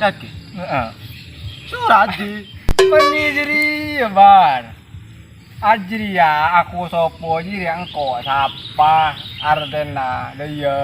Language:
Madurese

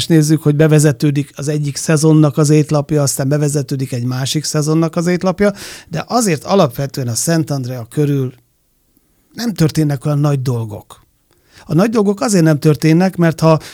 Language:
Hungarian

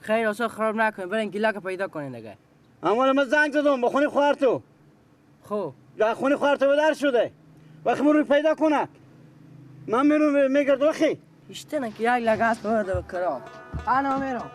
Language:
Persian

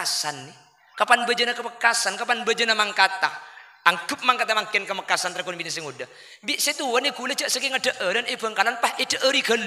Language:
Madurese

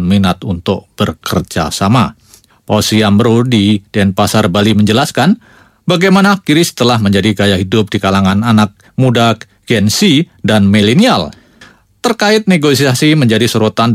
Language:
Indonesian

